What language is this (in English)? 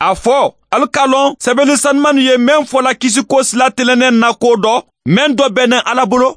Mandingo